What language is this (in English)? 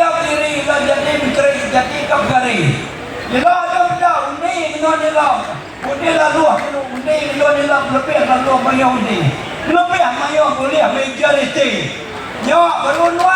Iban